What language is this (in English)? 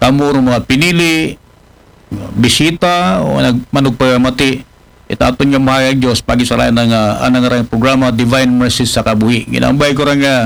Aklanon